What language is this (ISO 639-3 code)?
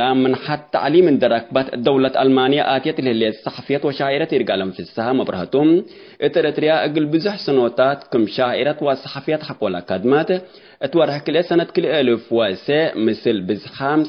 tig